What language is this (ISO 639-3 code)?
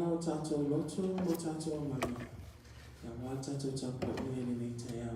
smo